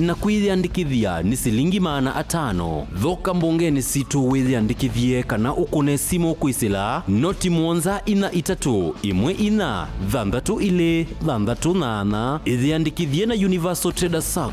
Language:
Kamba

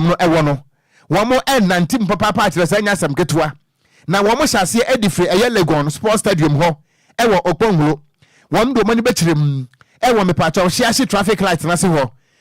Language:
Akan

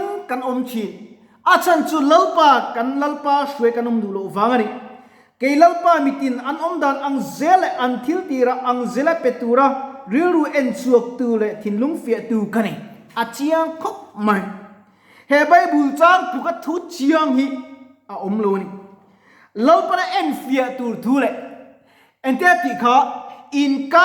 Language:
Mizo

